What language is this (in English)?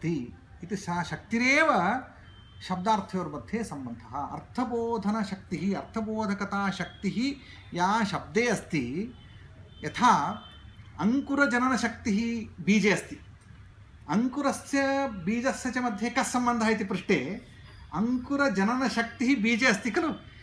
Sanskrit